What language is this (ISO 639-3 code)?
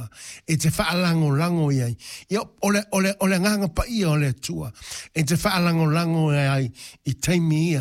smo